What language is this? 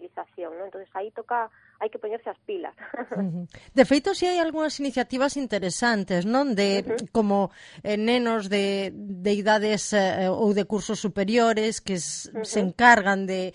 Galician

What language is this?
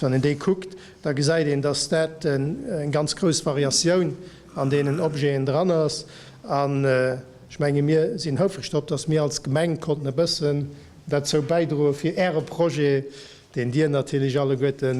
Luxembourgish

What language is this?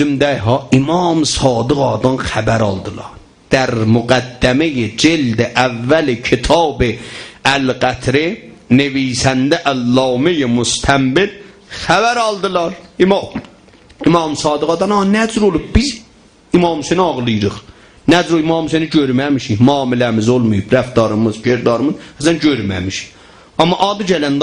South Azerbaijani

